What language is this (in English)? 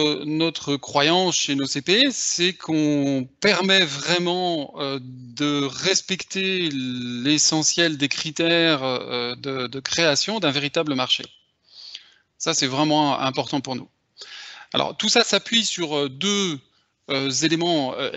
French